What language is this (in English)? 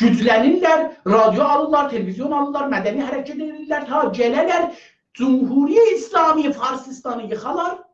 South Azerbaijani